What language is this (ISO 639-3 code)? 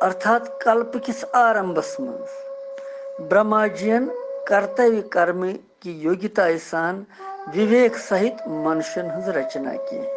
kas